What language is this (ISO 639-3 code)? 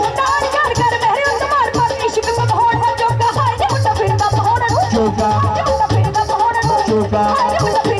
pan